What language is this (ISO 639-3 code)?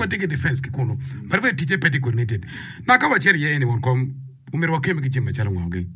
ach